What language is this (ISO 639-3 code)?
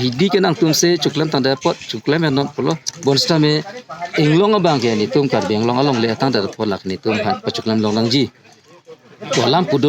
mjw